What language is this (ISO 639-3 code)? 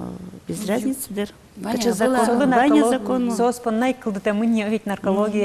udm